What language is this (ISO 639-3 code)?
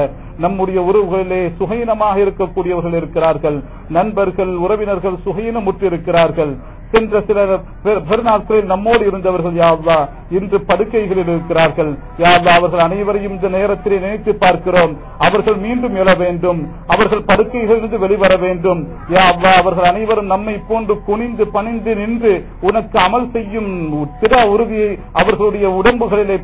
tam